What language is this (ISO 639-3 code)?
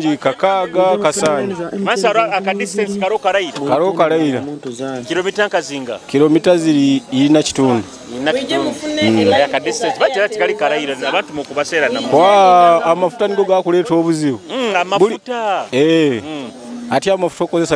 nyo